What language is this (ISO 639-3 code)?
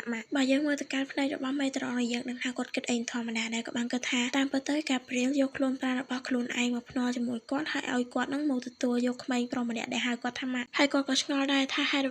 khm